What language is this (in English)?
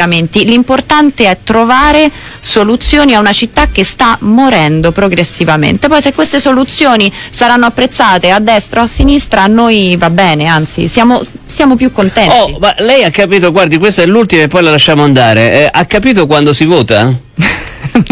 Italian